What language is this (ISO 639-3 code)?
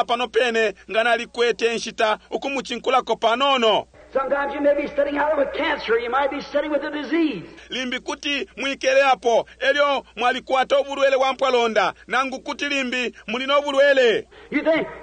bem